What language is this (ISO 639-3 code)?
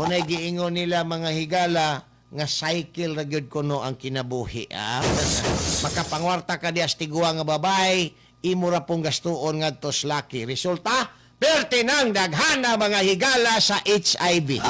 ceb